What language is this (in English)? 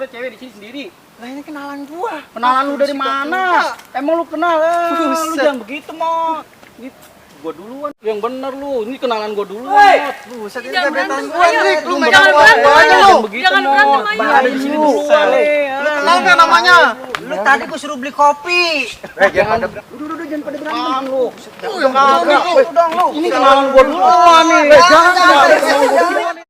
Betawi